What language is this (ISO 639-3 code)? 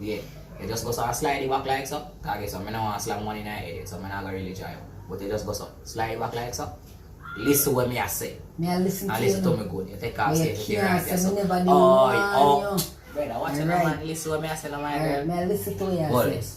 jam